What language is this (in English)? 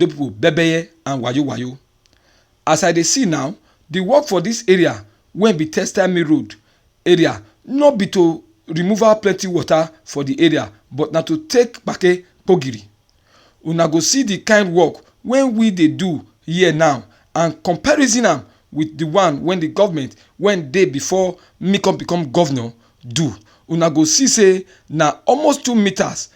Nigerian Pidgin